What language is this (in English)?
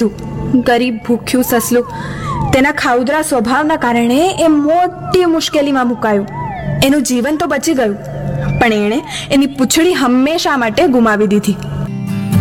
Gujarati